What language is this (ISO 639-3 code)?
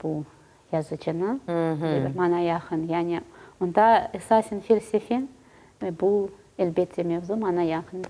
crh